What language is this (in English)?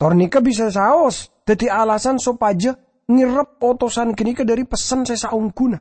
Madurese